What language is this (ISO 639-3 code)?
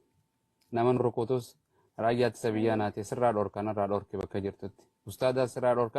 orm